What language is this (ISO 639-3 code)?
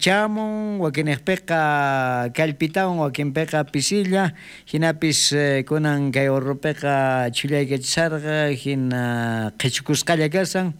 quh